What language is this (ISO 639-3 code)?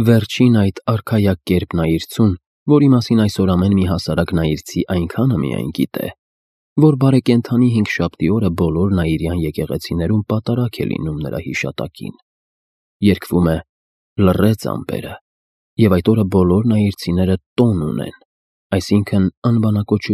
hye